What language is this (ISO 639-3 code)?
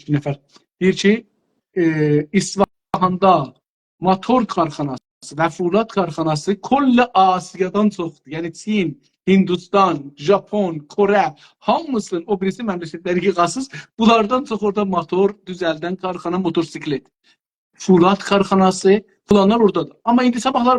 azb